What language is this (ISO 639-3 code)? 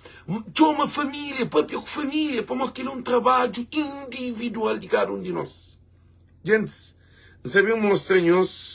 kea